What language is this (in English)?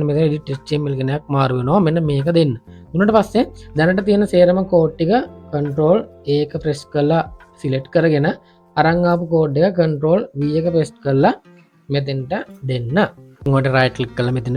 Sinhala